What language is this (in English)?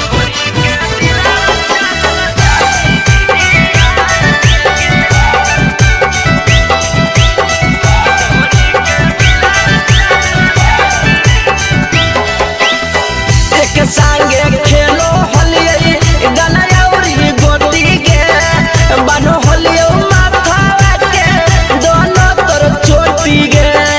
Magahi